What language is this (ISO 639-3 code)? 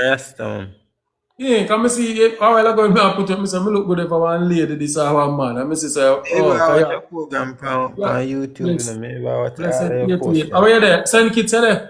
jam